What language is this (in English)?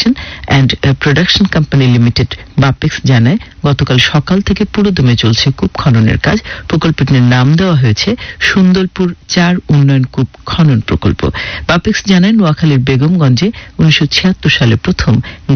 Bangla